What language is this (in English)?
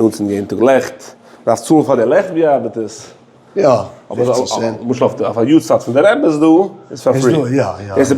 Yiddish